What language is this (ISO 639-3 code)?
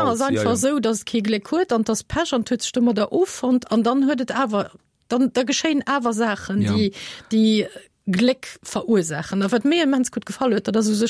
ltz